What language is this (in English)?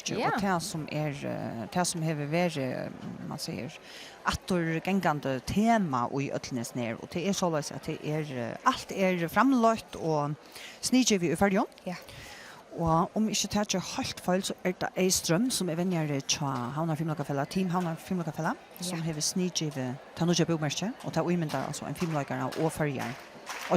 Faroese